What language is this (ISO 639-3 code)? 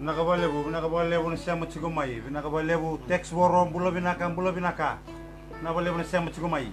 fij